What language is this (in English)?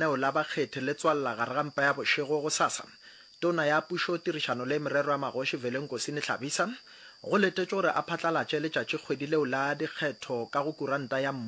Northern Sotho